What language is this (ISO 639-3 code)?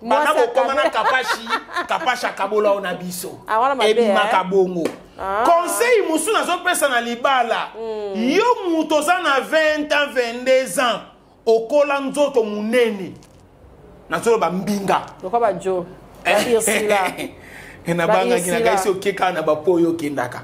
lin